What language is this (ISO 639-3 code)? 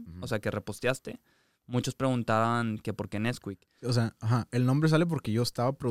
spa